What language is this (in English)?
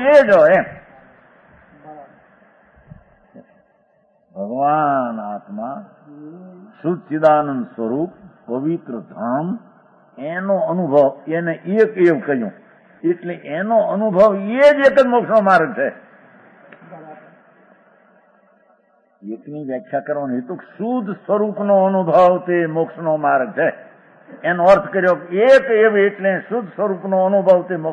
Gujarati